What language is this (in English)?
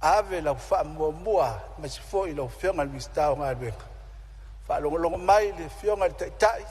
Samoan